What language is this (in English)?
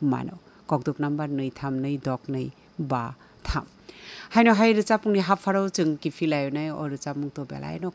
Kok Borok